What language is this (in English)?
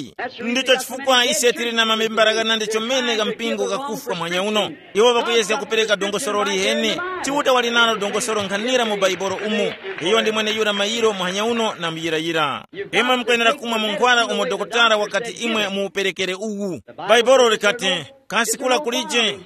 Tumbuka